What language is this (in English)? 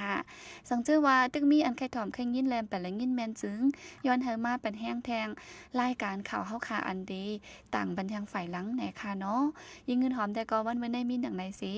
Shan